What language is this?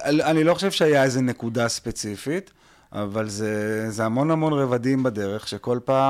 Hebrew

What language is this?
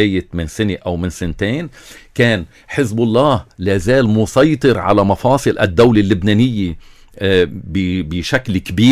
North Levantine Arabic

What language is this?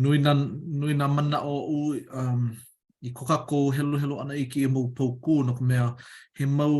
Hawaiian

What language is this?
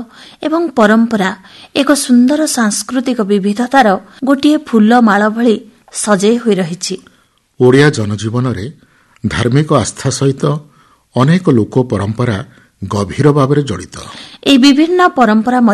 Odia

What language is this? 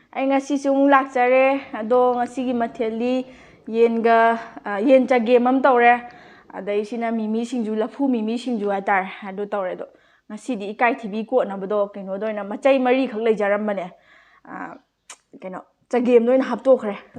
Manipuri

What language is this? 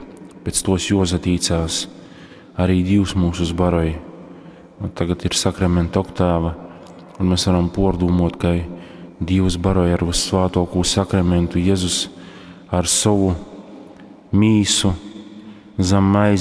Latgalian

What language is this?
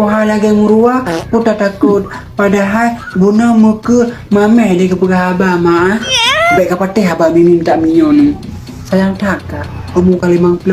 Achinese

